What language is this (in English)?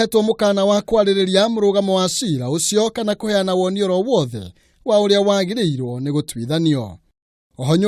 Kikuyu